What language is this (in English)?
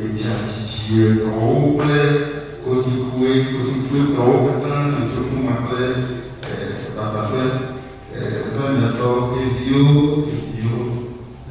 Ewe